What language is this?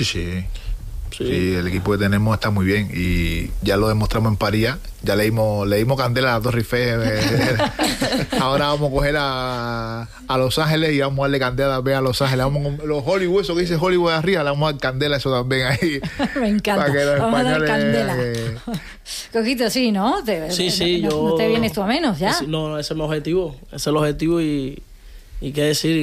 Spanish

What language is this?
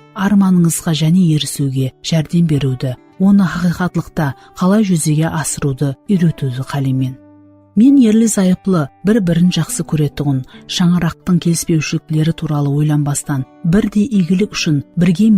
Kara-Kalpak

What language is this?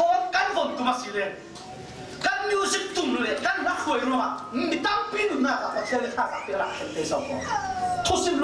Falam Chin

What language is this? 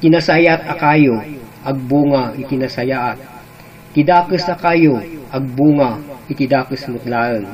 Iloko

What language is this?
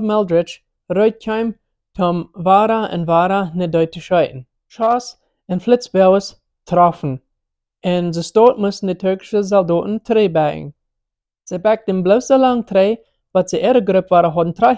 Plautdietsch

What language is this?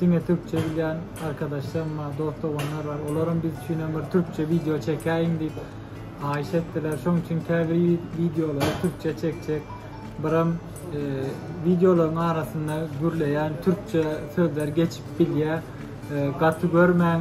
Turkmen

